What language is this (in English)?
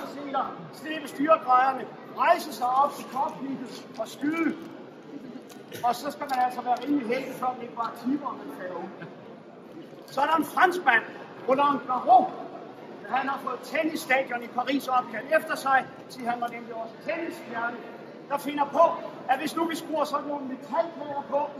Danish